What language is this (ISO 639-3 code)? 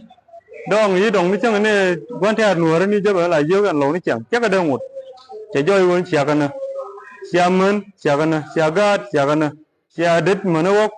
nus